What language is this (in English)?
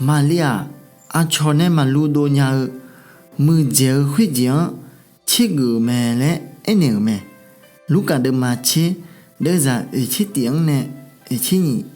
Akha